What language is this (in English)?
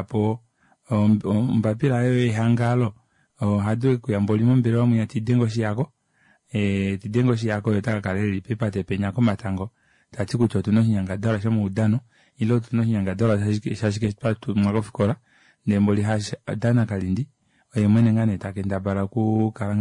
Kuanyama